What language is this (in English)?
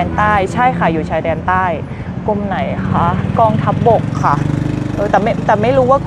Thai